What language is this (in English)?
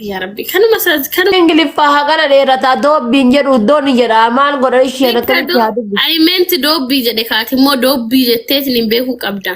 Oromo